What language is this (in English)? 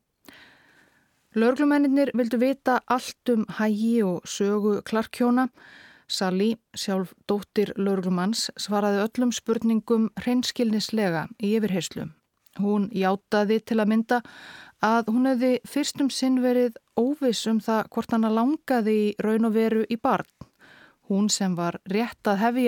Icelandic